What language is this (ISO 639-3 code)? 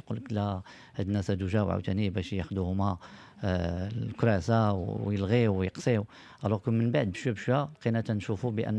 ary